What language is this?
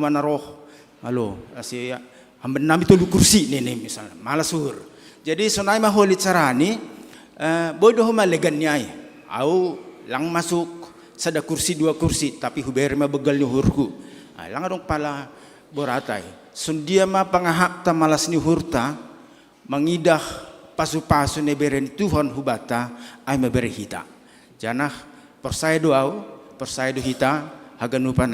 Batak Simalungun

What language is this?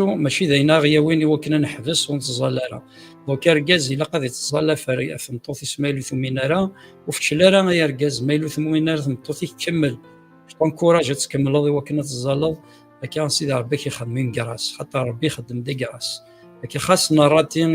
Kabyle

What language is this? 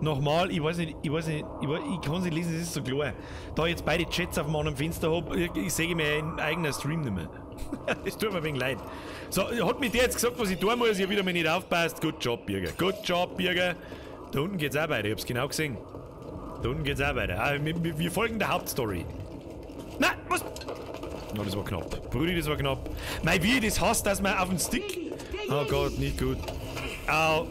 Bavarian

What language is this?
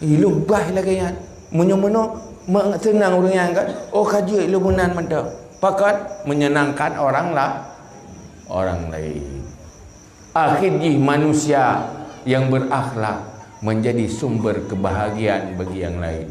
Achinese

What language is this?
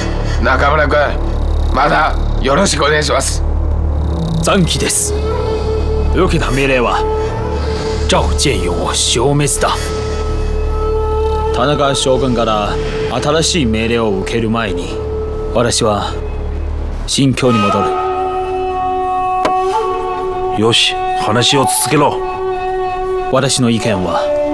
Japanese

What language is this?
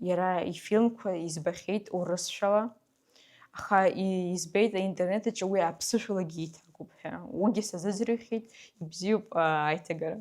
Abkhazian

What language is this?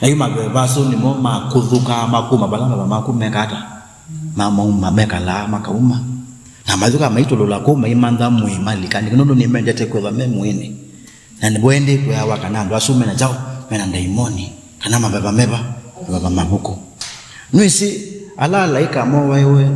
Kamba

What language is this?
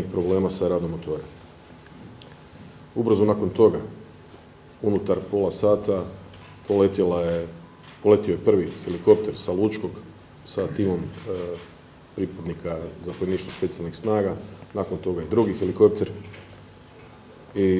Croatian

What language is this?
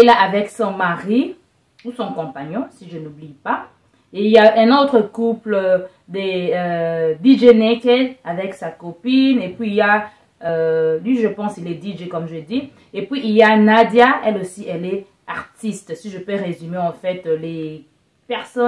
French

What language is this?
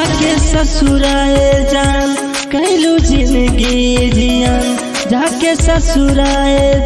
Bhojpuri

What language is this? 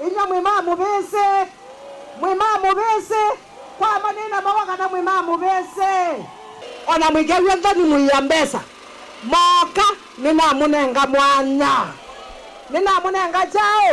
Kamba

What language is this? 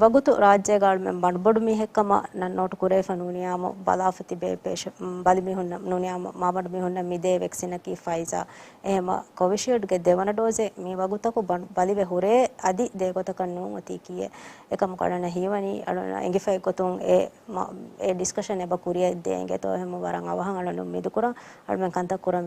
Divehi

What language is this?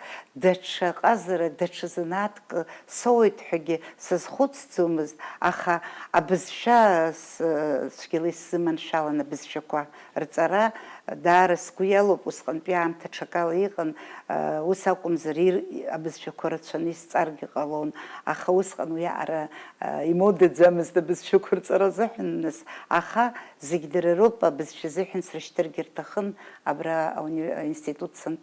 Abkhazian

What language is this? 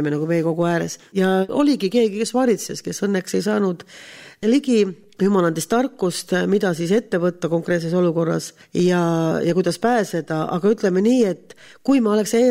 Estonian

